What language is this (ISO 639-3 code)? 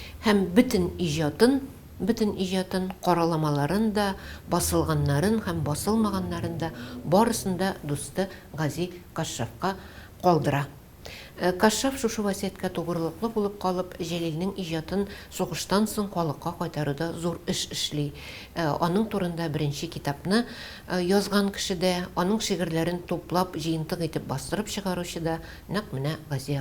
tat